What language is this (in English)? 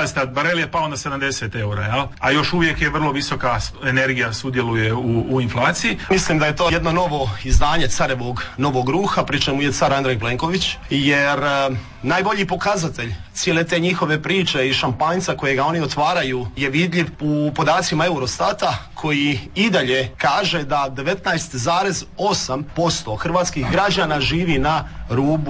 Croatian